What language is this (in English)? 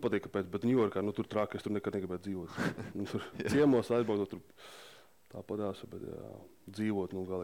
Latvian